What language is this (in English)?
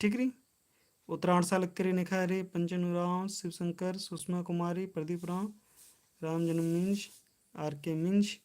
Kurukh